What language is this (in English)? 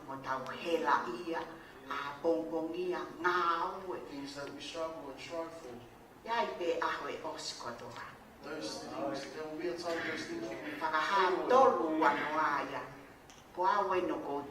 Tongan